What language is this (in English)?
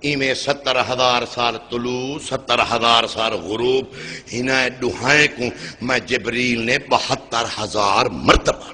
Saraiki